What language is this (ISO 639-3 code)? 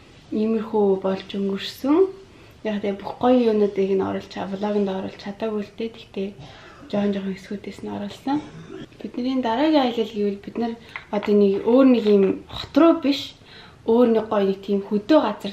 mon